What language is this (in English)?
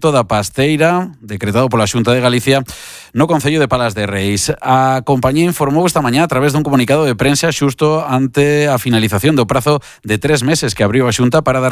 Galician